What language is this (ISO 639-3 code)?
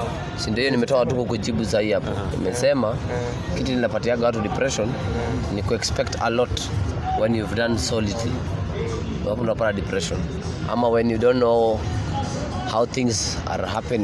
swa